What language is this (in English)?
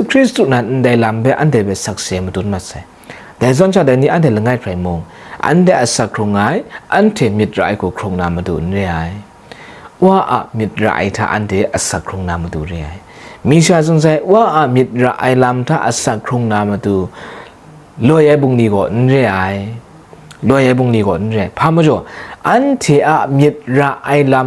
Kachin